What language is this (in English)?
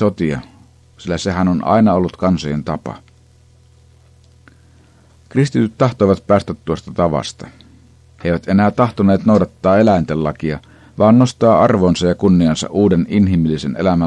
Finnish